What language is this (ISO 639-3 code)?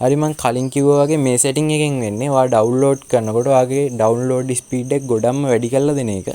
sin